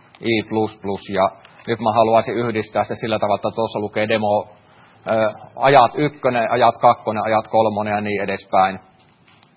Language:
Finnish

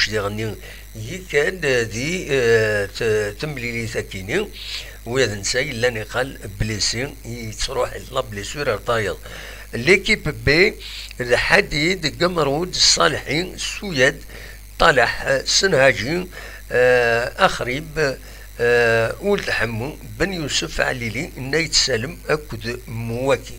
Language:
Kabyle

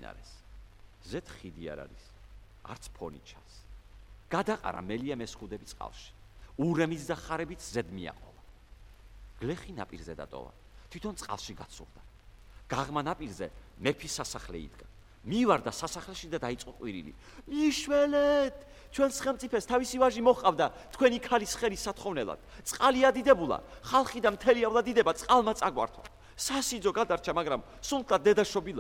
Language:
Georgian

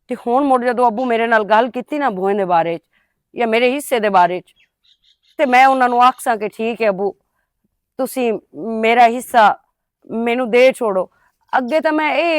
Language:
Western Panjabi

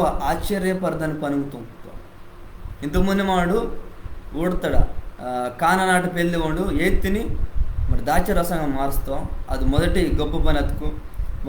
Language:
Koya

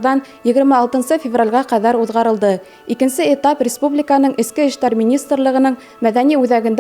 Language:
Bashkir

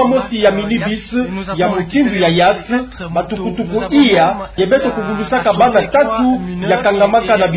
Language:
Kituba (Democratic Republic of Congo)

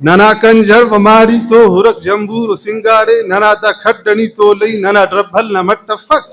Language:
Brahui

